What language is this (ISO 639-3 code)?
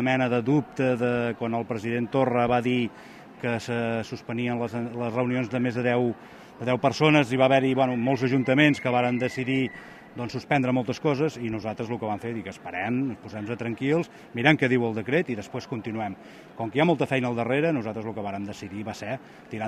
cat